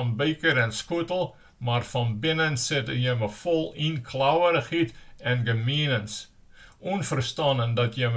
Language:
Western Frisian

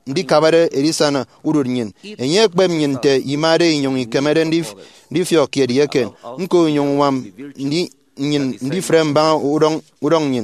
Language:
Efik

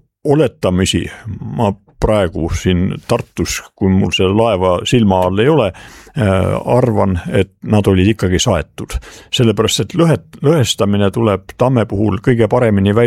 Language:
Estonian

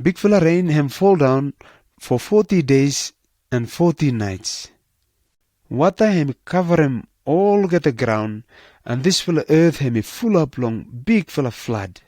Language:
Pijin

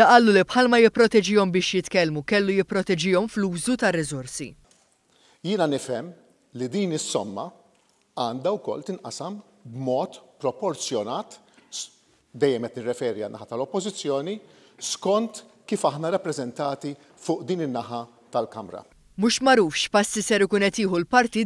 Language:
Maltese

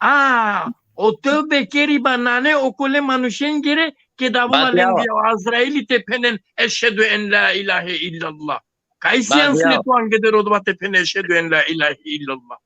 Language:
Balkan Romani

